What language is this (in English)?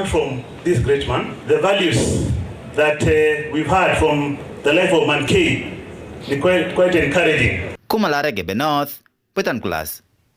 Meru